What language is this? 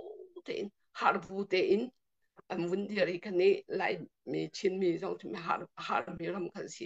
Hakha Chin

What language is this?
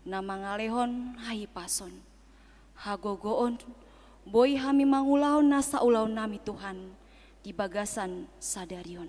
Batak Toba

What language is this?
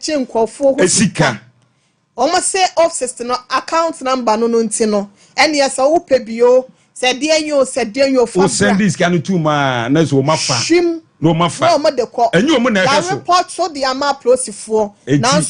Akan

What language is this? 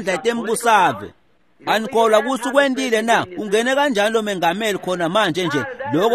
Swati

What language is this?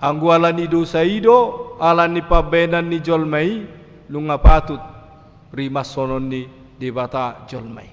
Batak Toba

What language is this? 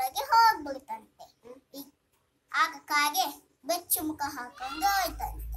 Kannada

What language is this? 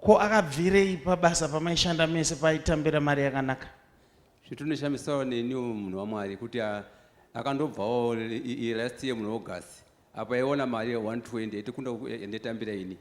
Shona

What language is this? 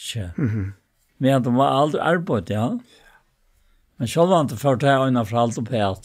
Faroese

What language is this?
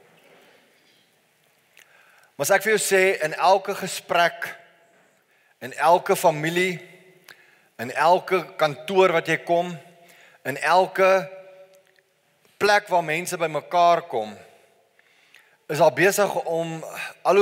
Afrikaans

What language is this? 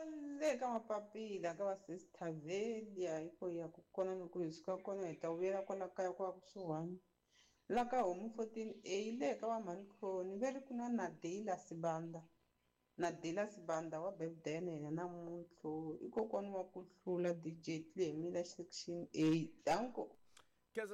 Tsonga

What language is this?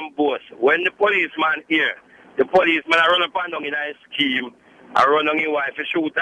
Jamaican Creole English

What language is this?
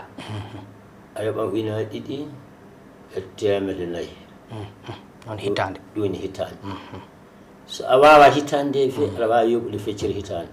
Fula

